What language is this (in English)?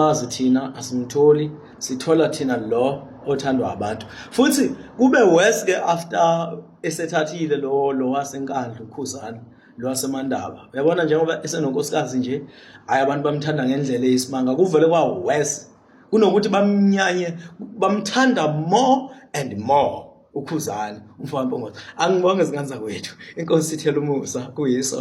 Zulu